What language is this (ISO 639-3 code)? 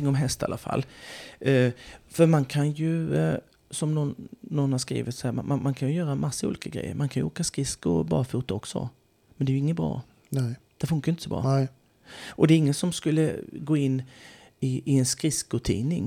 swe